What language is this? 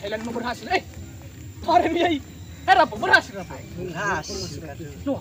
Nias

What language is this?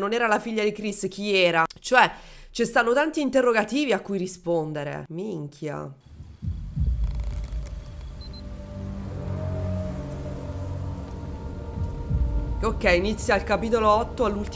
Italian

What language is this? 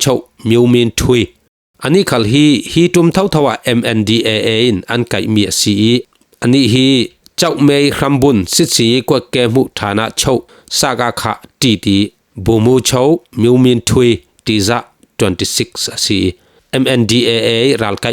Falam Chin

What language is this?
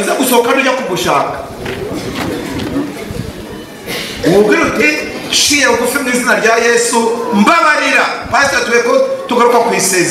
Kinyarwanda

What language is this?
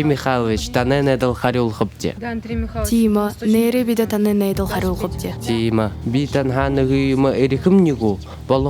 Buriat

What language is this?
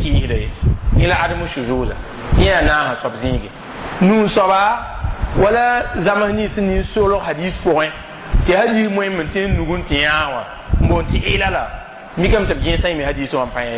Mossi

